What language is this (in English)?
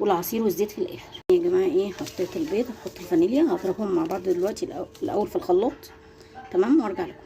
Egyptian Arabic